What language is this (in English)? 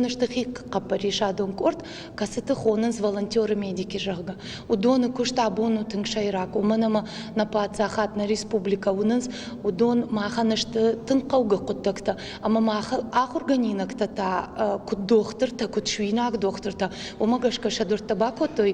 Ossetic